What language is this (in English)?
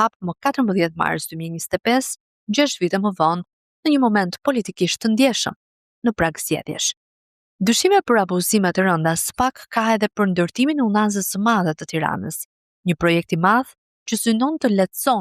Albanian